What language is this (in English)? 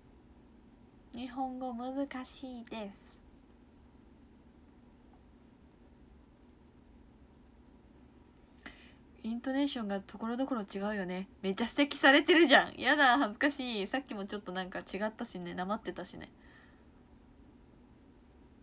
Japanese